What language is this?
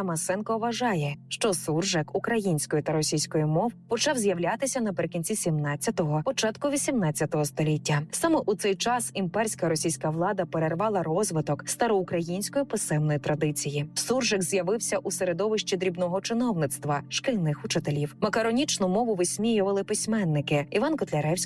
Ukrainian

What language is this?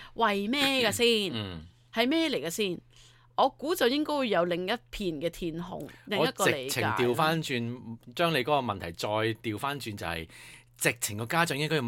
Cantonese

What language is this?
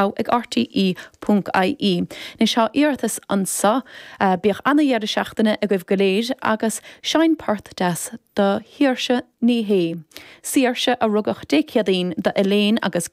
Irish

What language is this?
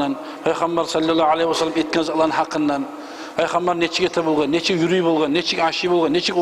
Kumyk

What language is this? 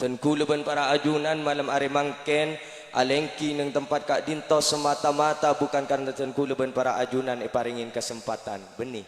Madurese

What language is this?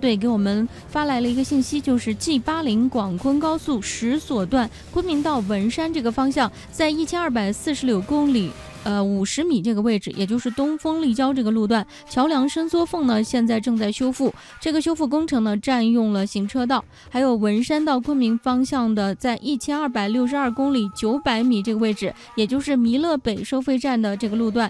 Chinese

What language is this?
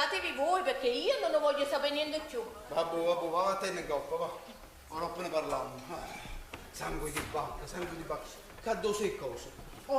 Neapolitan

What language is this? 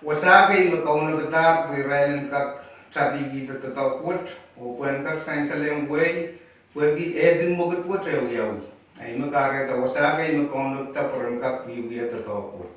Pohnpeian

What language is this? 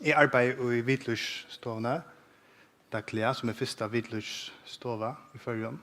Faroese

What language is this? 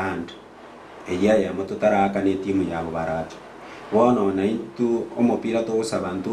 Gusii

